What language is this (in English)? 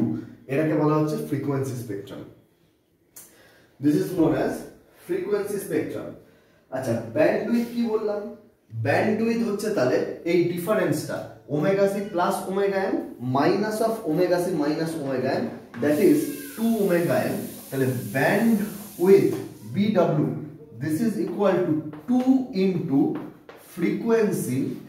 Bangla